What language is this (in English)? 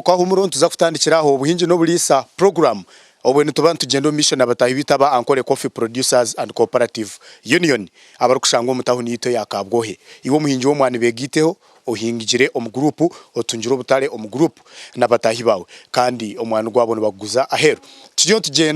Nyankole